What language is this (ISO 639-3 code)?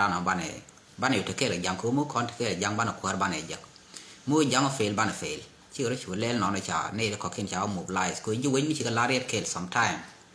nus